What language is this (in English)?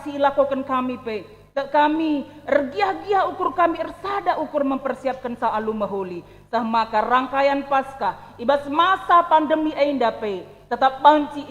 Batak Karo